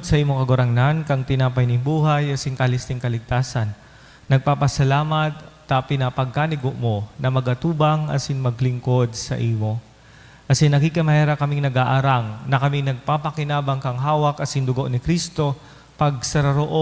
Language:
Bikol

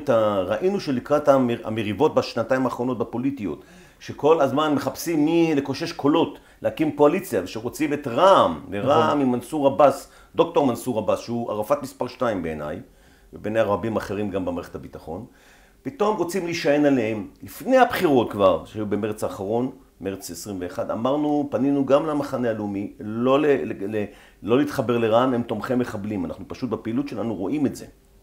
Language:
Hebrew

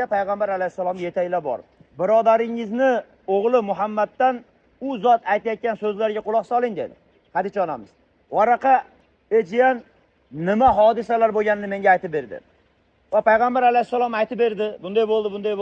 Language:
Uzbek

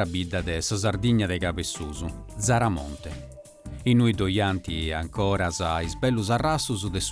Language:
Sardinian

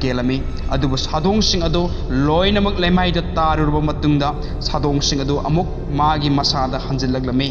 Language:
Manipuri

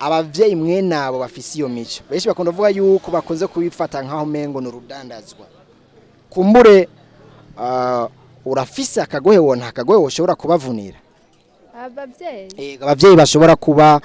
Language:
Rundi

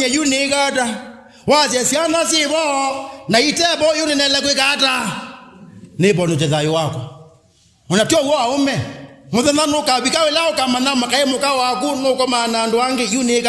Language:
Kamba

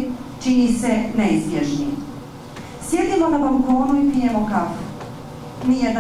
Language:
Bosnian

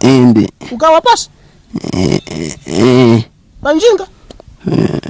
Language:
Nyanja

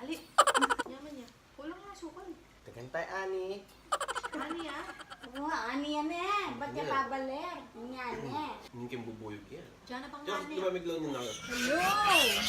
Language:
Pampanga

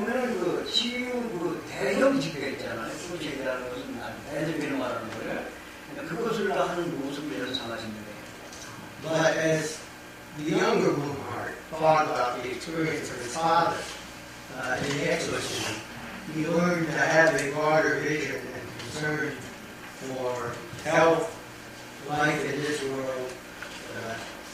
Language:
Korean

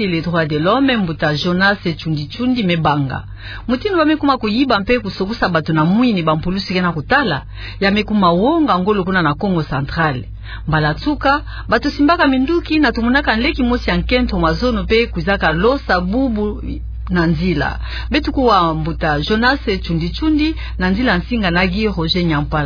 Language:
Kituba (Democratic Republic of Congo)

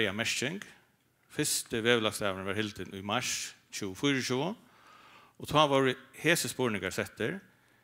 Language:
Faroese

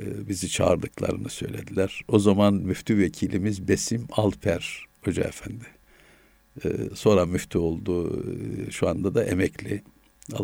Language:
Turkish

